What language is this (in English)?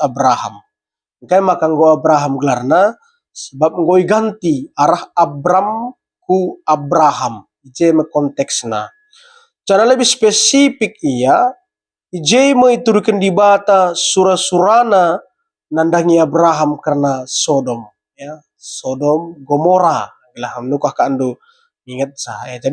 Batak Karo